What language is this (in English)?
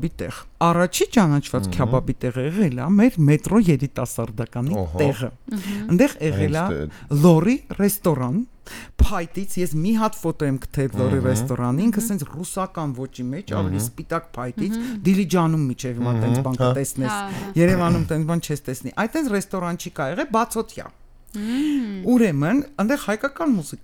Armenian